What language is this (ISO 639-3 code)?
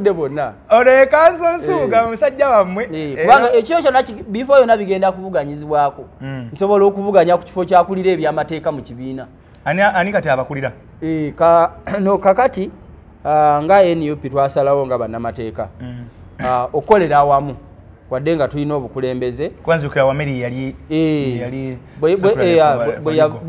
lug